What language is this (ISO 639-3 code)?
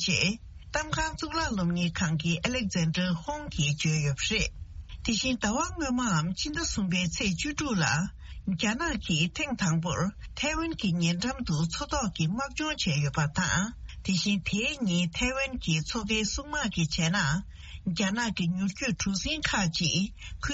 bod